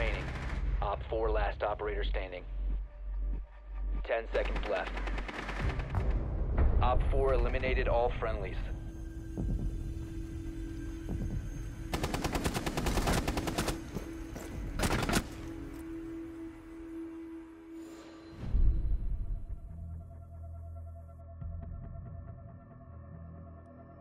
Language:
English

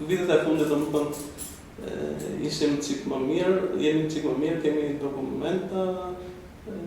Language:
Albanian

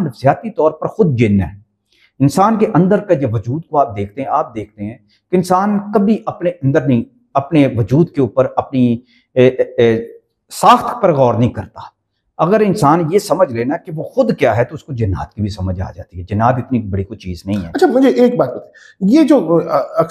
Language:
Urdu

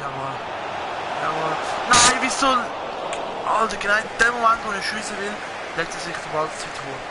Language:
Swiss German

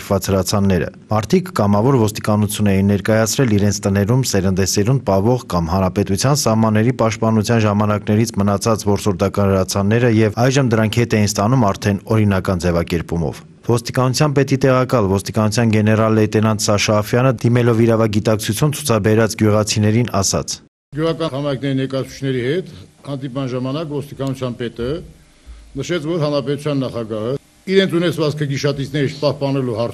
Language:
Armenian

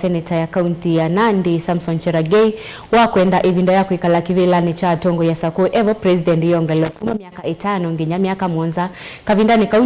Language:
Kamba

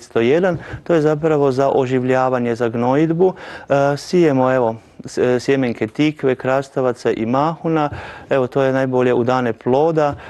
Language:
Croatian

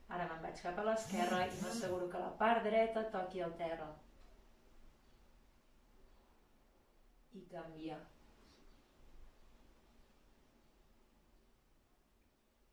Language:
Catalan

